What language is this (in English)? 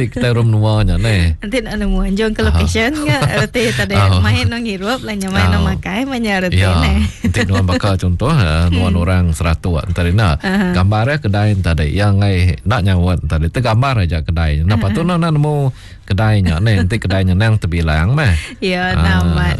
Iban